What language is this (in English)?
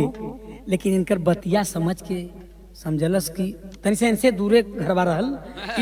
Bhojpuri